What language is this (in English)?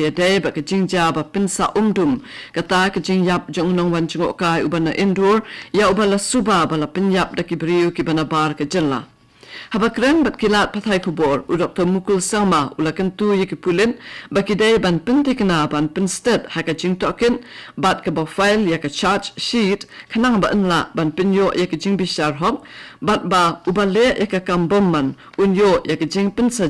Khasi